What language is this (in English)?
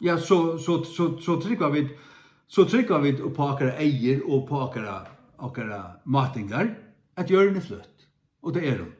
Faroese